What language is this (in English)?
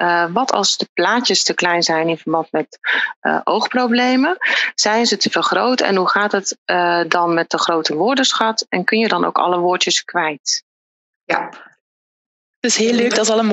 Dutch